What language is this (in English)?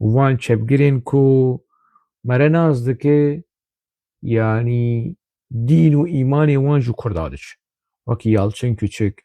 Kurdish